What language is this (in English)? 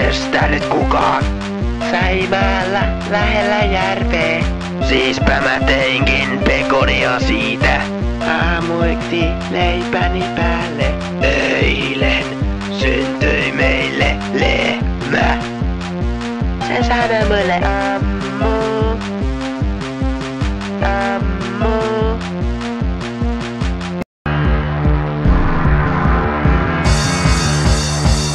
Finnish